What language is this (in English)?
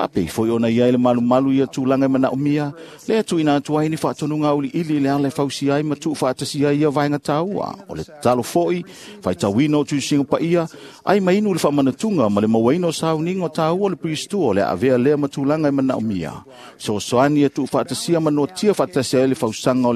Samoan